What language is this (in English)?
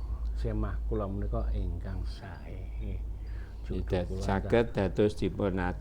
Javanese